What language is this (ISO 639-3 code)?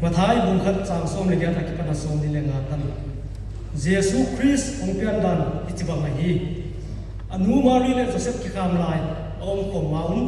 pck